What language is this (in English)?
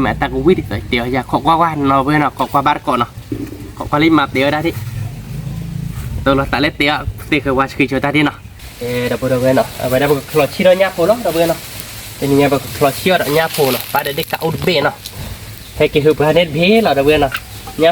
S'gaw Karen